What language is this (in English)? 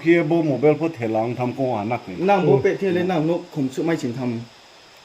Riang (India)